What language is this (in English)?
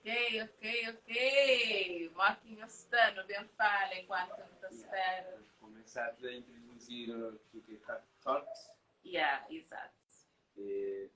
Kabuverdianu